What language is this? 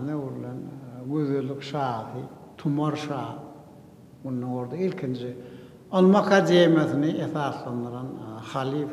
Turkmen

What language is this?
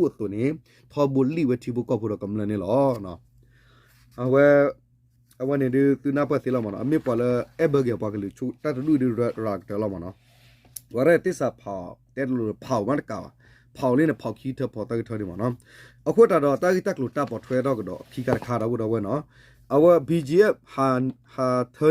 S'gaw Karen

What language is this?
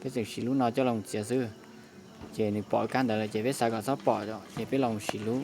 Hmong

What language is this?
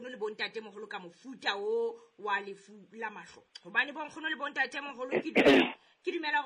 Southern Sotho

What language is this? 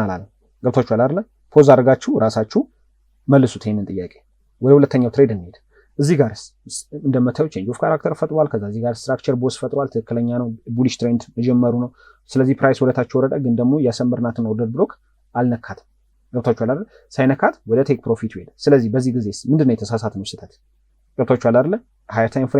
Amharic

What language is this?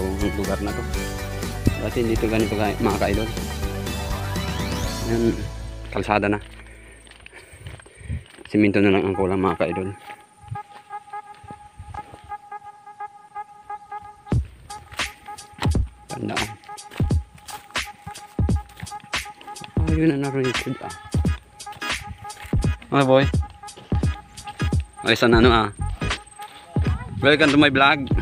Filipino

